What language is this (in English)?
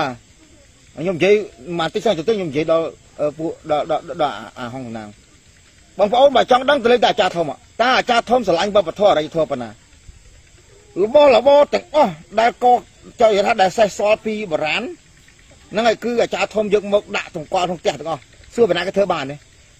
Khmer